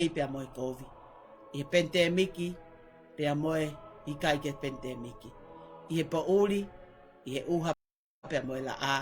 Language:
Tongan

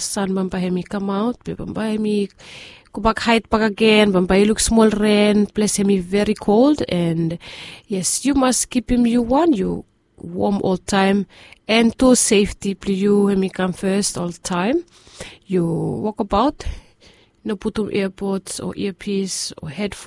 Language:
Bislama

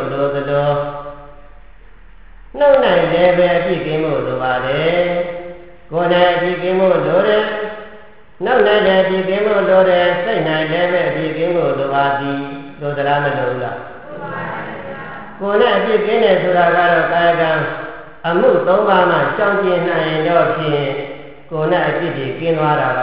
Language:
Burmese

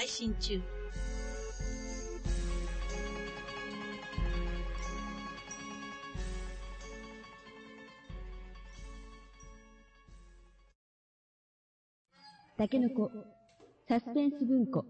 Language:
Japanese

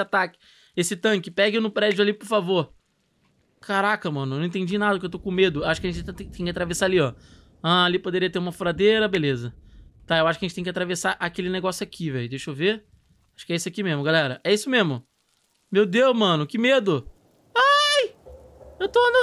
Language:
Portuguese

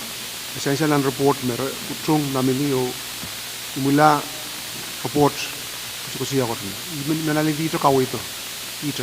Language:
Pohnpeian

